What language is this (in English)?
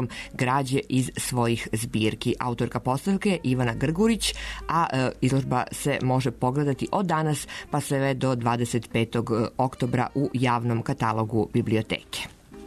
Serbian